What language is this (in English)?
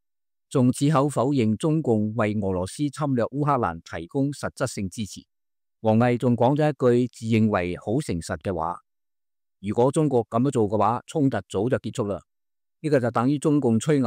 Cantonese